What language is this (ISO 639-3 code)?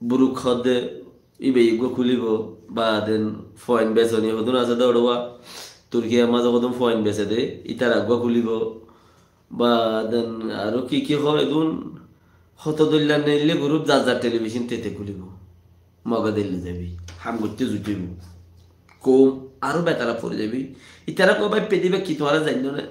rhg